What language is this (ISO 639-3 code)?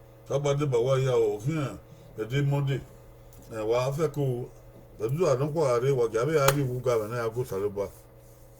bin